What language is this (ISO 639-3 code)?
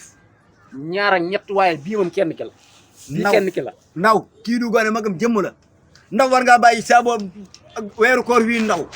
wol